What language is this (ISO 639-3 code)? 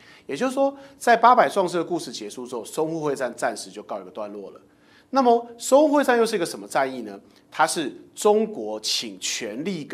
zho